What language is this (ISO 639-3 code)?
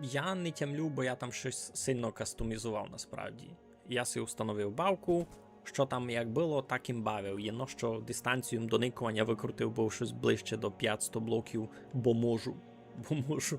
rue